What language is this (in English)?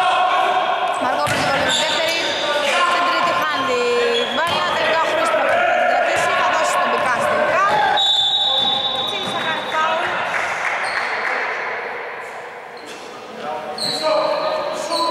Greek